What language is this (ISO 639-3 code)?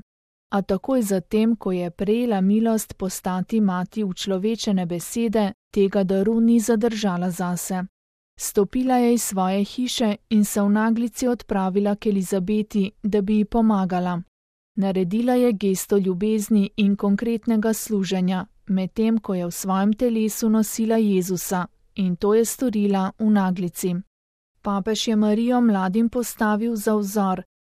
slv